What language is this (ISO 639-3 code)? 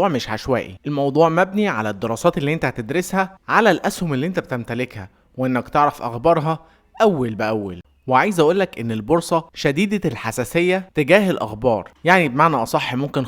arz